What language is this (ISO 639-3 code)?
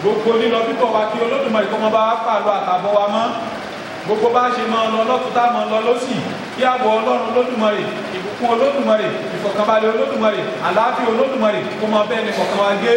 yor